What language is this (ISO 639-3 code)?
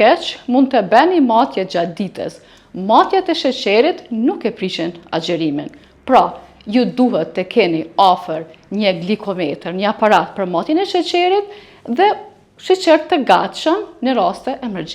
sqi